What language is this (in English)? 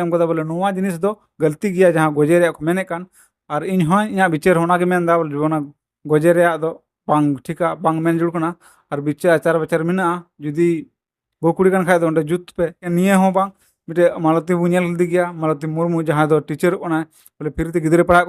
Santali